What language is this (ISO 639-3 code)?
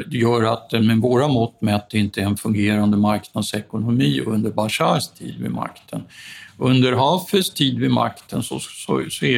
swe